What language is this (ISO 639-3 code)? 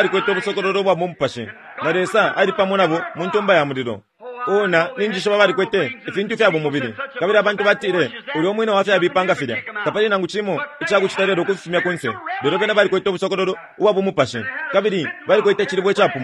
bem